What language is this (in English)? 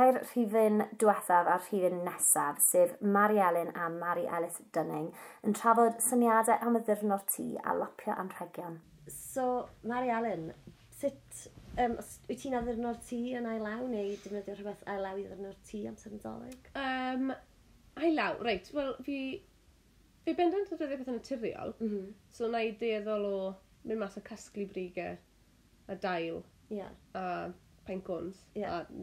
Welsh